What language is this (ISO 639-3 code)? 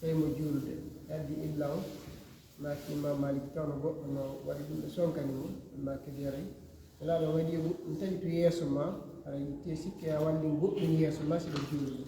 ful